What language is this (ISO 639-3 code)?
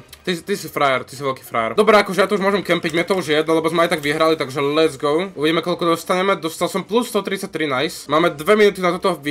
slk